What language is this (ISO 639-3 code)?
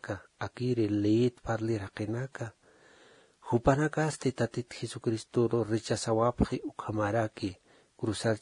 aym